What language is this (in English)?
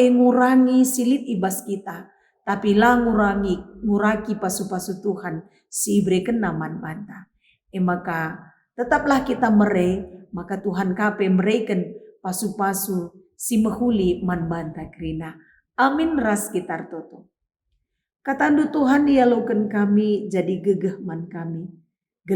Batak Karo